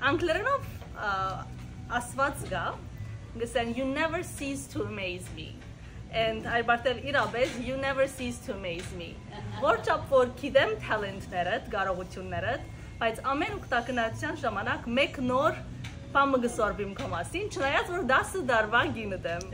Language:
Western Armenian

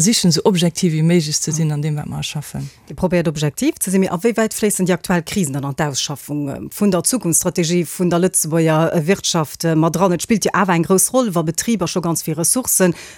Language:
Luxembourgish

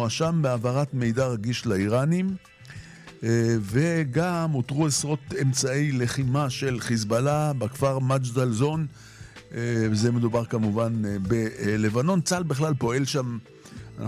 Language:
Hebrew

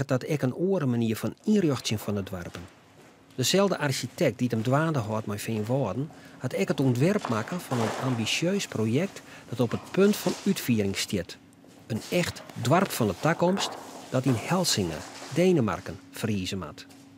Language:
Western Frisian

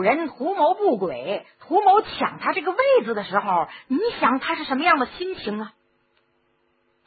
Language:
Chinese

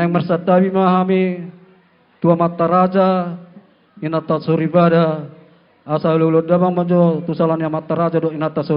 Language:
Batak Toba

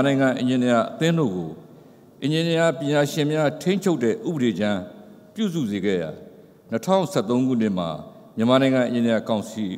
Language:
Burmese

